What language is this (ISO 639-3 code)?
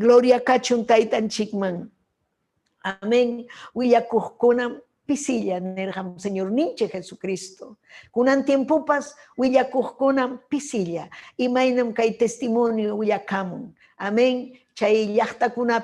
quy